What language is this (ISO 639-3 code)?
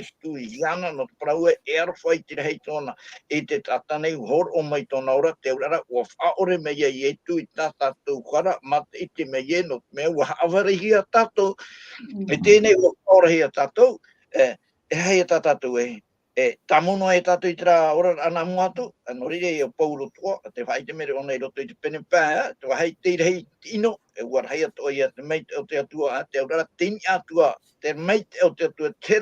tah